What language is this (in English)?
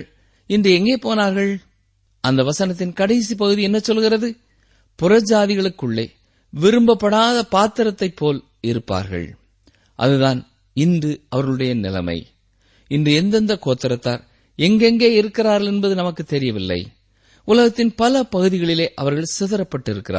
Tamil